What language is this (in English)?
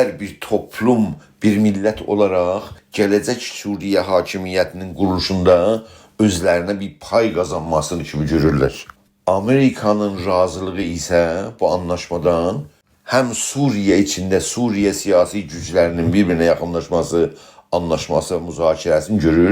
South Azerbaijani